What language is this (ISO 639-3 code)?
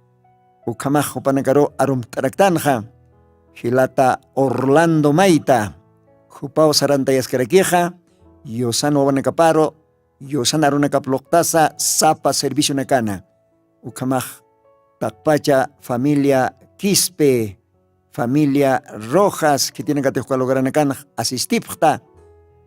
aym